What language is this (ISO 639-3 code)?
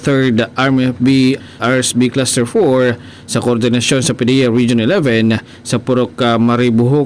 ceb